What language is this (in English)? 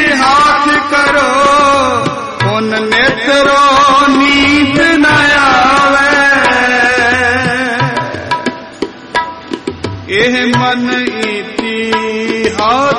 Punjabi